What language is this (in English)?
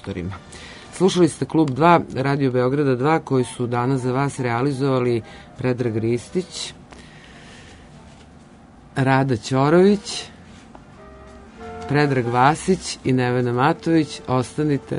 Serbian